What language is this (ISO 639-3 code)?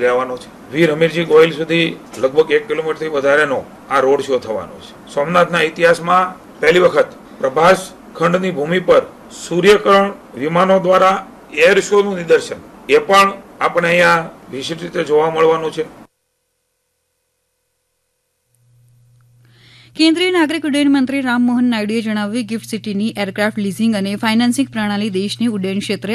guj